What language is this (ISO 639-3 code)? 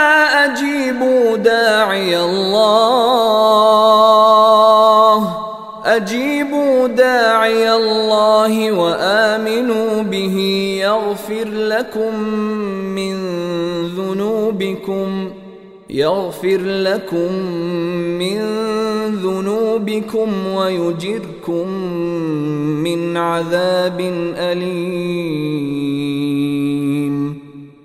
ara